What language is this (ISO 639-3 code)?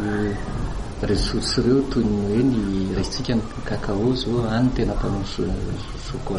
mlg